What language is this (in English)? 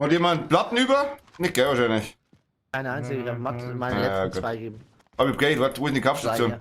Bavarian